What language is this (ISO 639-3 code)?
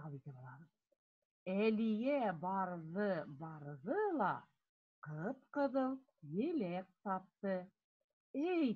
bak